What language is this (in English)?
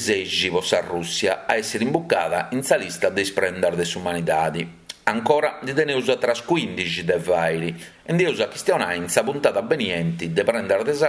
Sardinian